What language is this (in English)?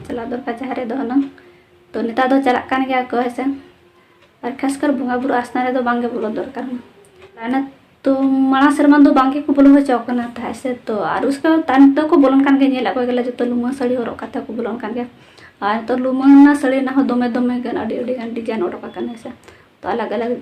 Santali